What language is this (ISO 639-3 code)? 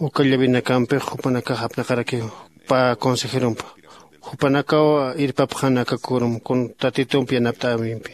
aym